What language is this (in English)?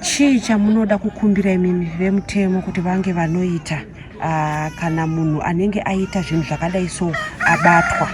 Shona